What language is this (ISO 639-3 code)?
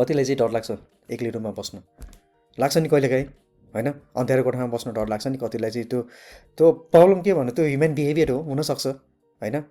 nep